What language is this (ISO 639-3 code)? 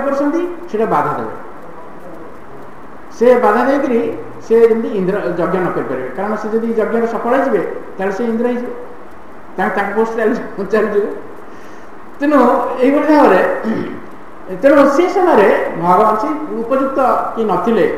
ori